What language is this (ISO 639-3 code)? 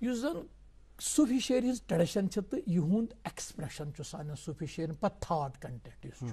kas